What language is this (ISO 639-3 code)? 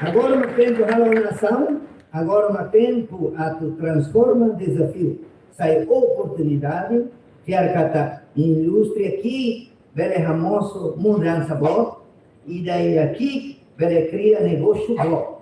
tet